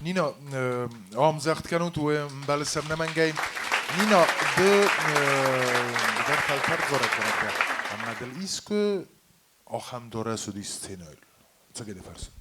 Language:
Ossetic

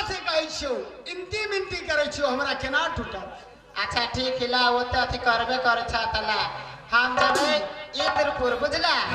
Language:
Maithili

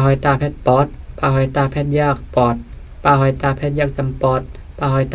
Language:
Shan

